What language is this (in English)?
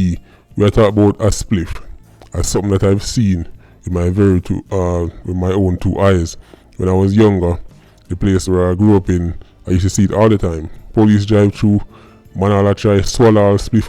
Jamaican Creole English